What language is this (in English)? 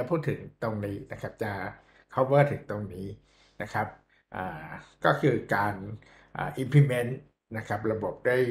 Thai